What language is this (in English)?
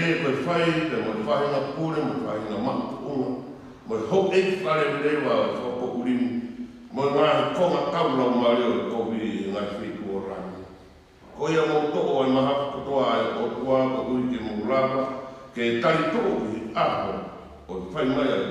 Tongan